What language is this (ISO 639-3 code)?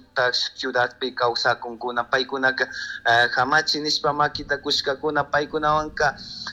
qug